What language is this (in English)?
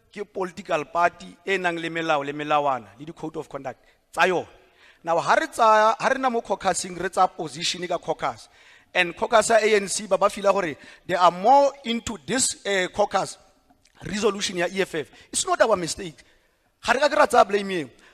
Tswana